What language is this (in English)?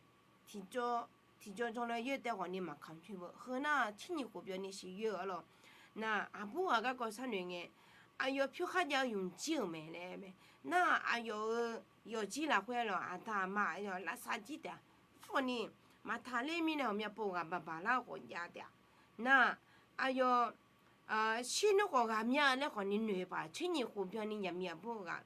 Akha